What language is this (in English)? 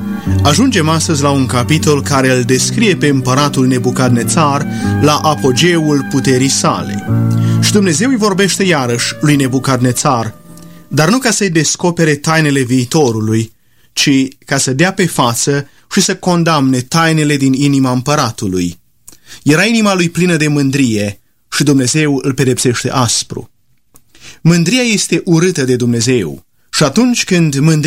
Romanian